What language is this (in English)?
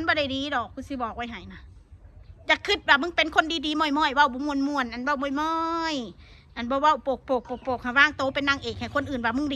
Northeastern Thai